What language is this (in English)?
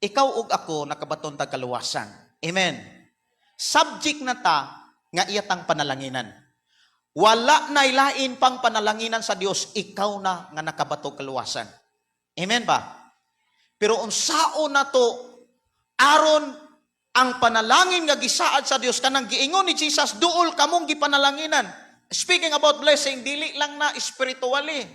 Cebuano